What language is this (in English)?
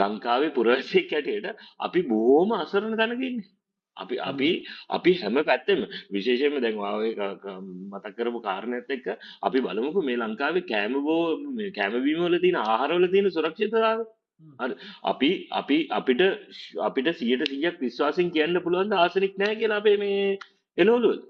Sinhala